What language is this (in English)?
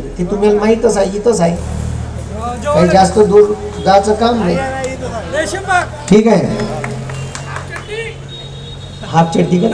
Marathi